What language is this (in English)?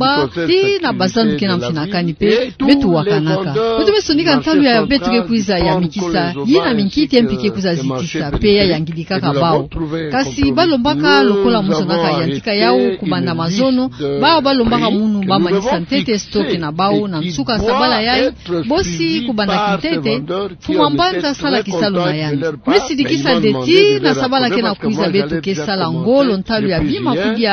Kituba (Democratic Republic of Congo)